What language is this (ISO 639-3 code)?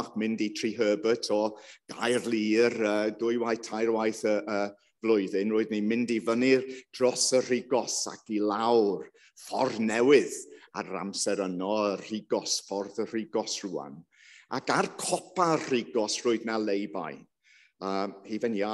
cym